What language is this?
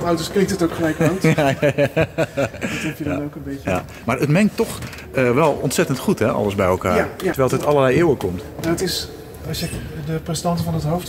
Dutch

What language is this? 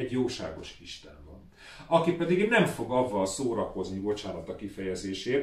Hungarian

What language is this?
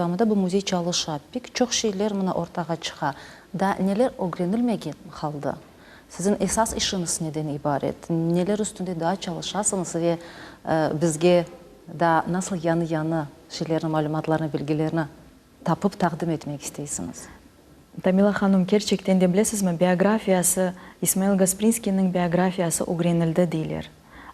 Crimean Tatar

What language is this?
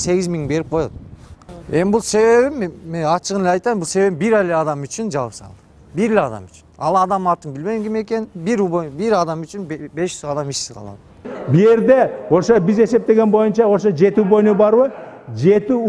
Kyrgyz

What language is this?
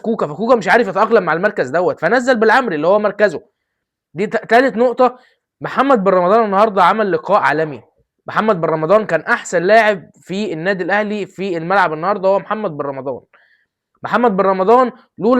Egyptian Arabic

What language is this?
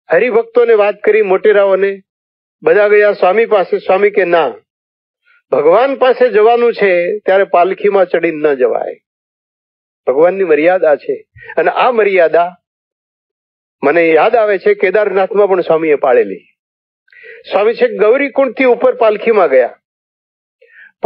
Gujarati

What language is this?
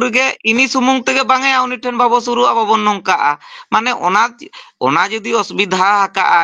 Santali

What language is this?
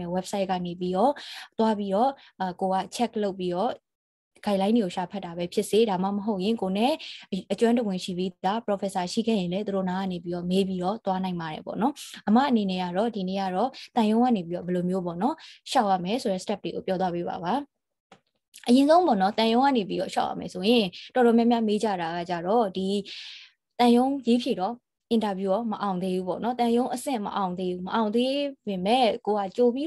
Burmese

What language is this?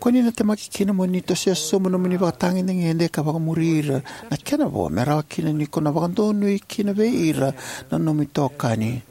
Fijian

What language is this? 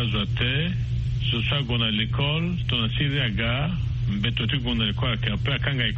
Sango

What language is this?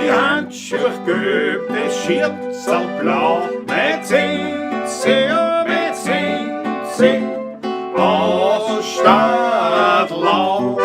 Bavarian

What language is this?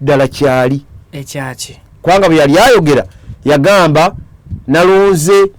Ganda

